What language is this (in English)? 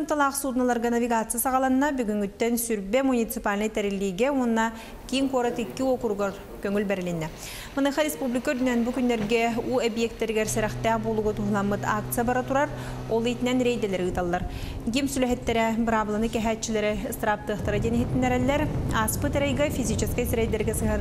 Yakut